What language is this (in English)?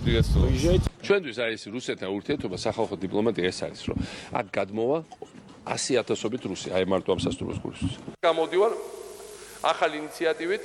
Georgian